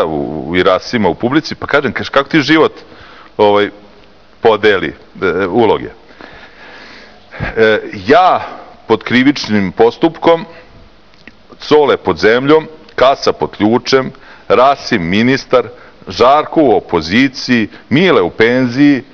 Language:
Serbian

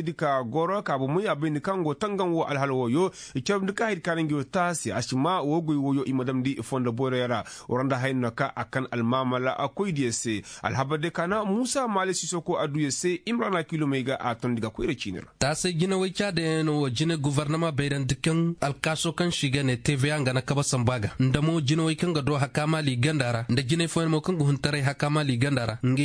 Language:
Koyraboro Senni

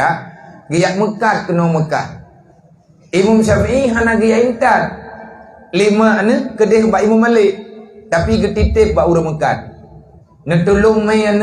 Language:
Achinese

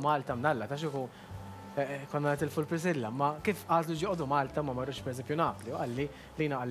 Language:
Maltese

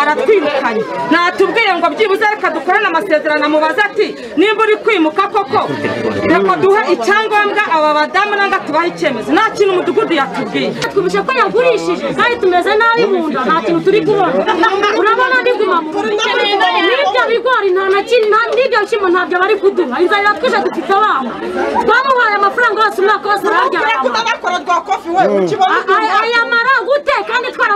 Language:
Kinyarwanda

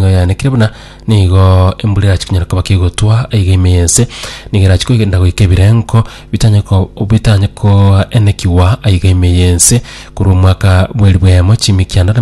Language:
Gusii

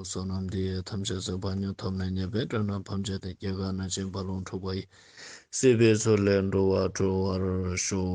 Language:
Ladakhi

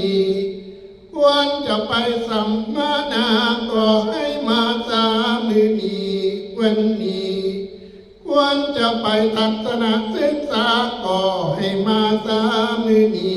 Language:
Northeastern Thai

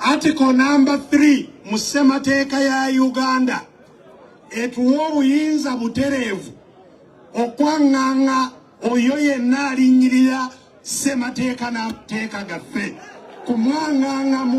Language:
Ganda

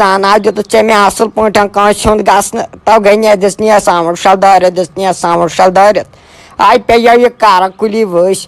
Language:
Kashmiri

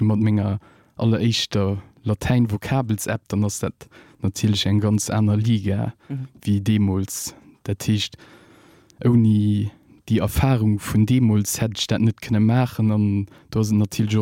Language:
Luxembourgish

